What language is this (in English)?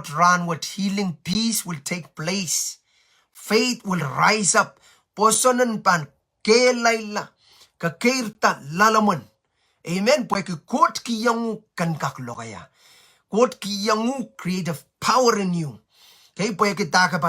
Pohnpeian